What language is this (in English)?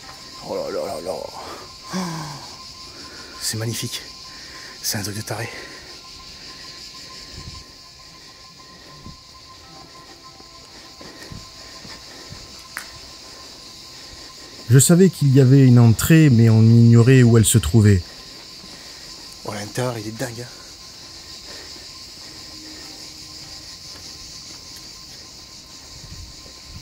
French